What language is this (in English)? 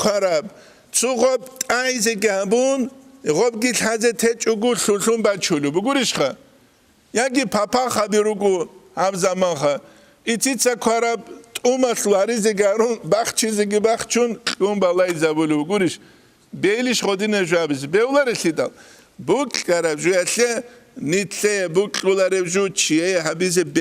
Avaric